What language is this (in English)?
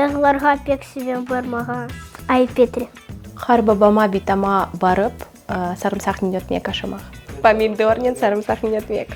Crimean Tatar